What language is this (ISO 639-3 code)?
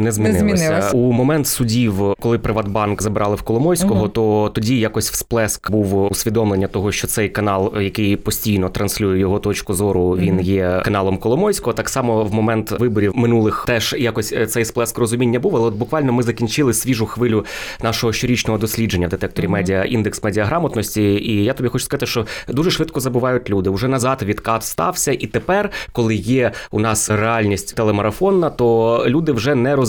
ukr